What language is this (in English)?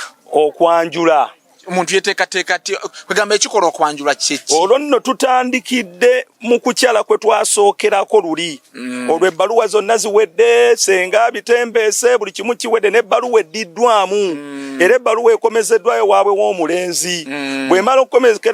Ganda